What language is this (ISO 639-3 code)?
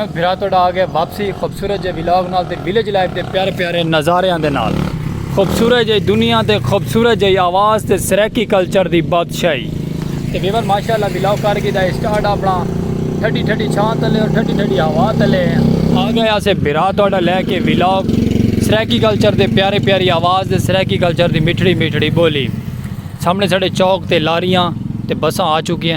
skr